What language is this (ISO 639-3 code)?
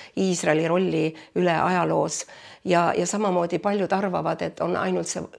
est